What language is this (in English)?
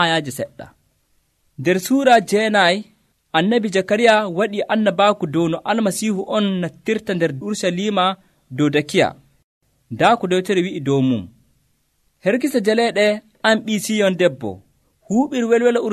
Nigerian Fulfulde